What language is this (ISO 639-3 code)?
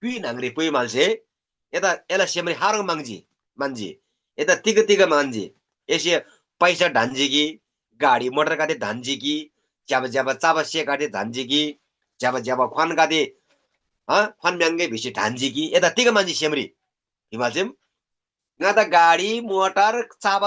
taj